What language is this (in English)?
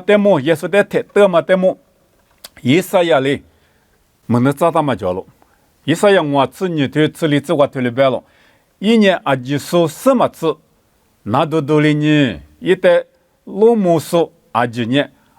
Lisu